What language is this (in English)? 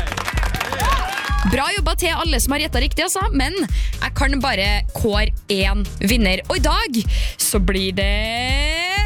Norwegian